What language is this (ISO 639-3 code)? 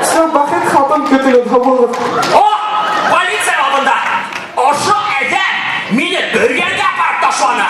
bak